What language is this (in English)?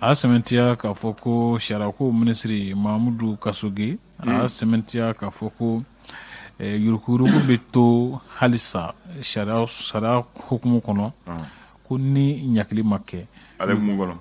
Bambara